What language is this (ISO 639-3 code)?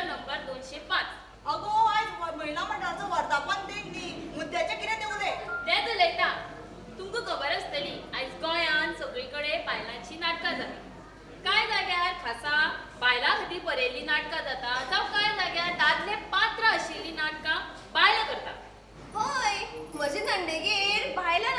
kok